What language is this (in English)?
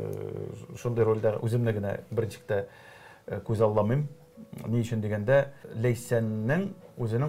Tatar